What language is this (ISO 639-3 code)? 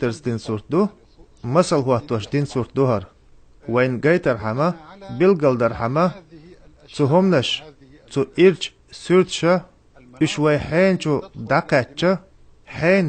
che